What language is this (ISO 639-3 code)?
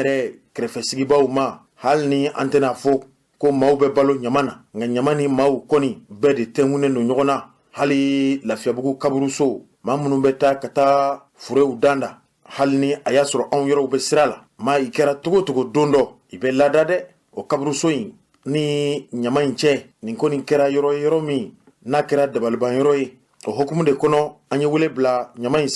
bam